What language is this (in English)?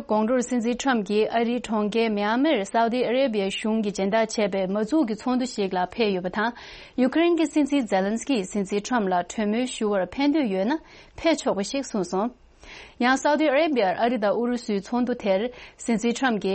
Tibetan